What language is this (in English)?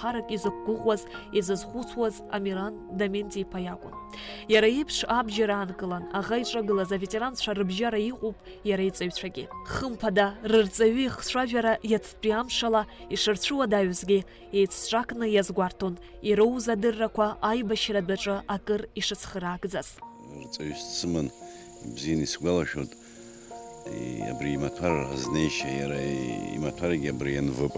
Abkhazian